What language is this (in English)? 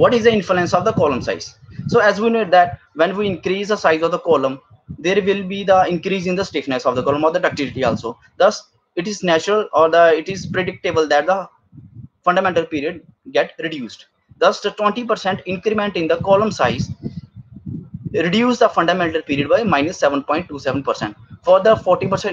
English